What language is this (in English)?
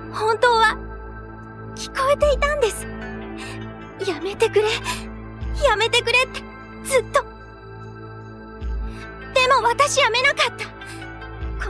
Japanese